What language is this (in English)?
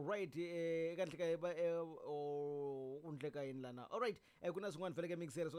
Tsonga